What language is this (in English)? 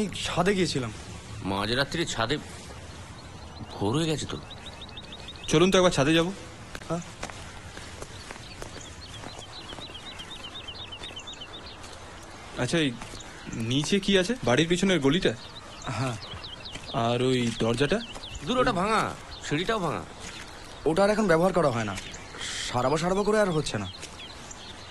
Bangla